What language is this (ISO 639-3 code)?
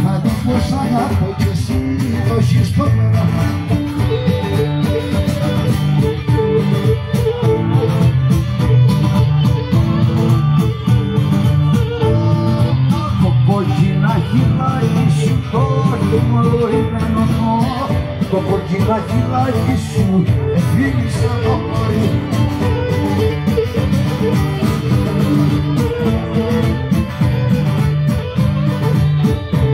ell